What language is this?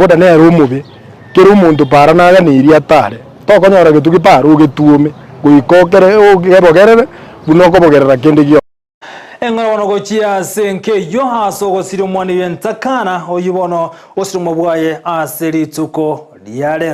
Gusii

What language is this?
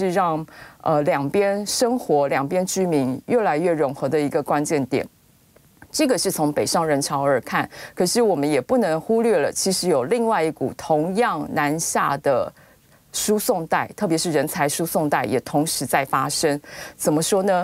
Chinese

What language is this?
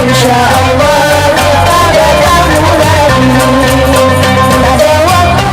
Banjar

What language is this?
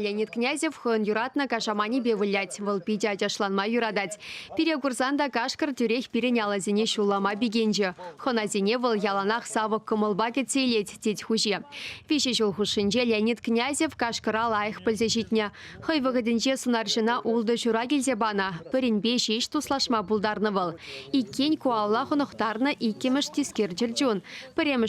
Chuvash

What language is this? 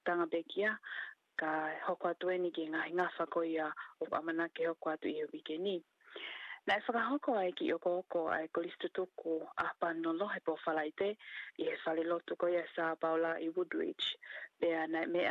Tongan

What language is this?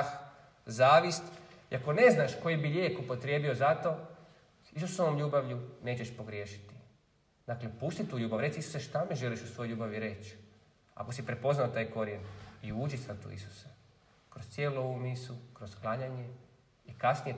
Croatian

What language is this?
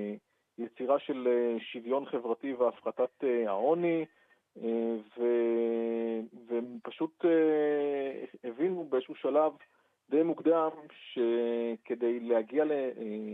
Hebrew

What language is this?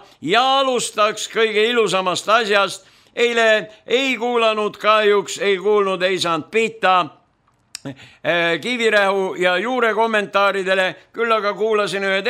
Estonian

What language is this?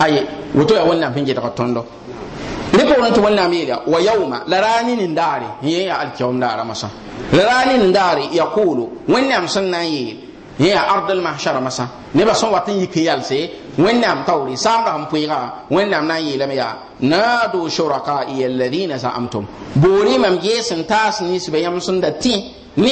Mossi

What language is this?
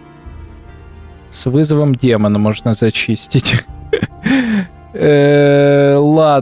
Russian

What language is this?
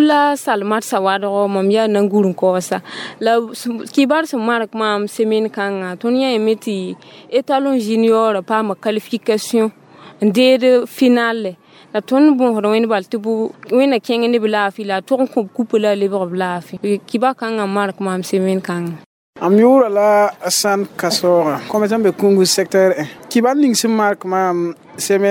Mossi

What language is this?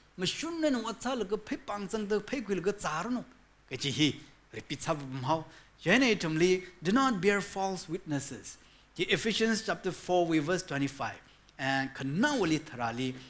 Tangkhul Naga (India)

